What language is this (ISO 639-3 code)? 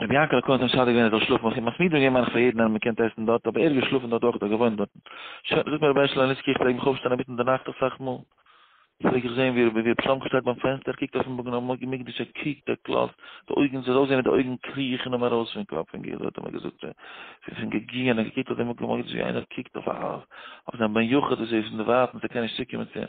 yid